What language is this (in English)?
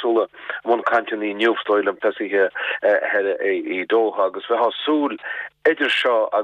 Irish